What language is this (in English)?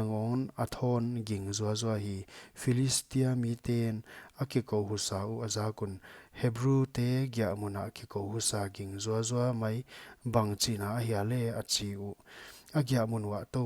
Paite Chin